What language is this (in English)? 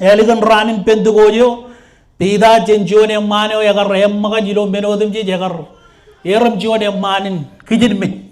Marshallese